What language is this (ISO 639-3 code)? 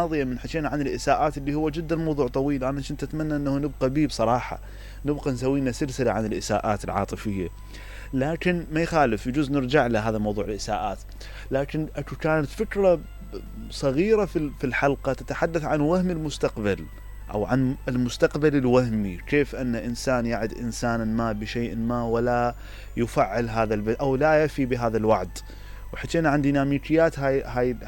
acm